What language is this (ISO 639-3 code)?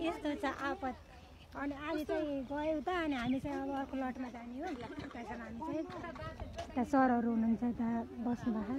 nep